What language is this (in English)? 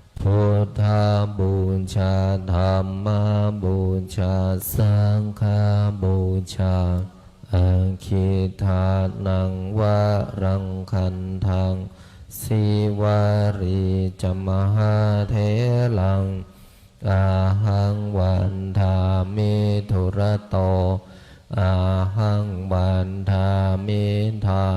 Pali